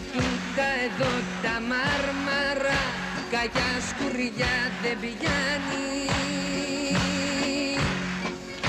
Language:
Greek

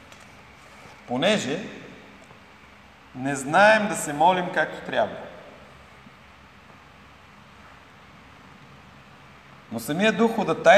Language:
Bulgarian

